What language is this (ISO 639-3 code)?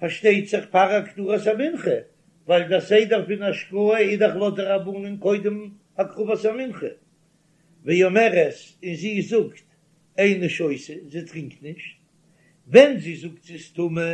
yid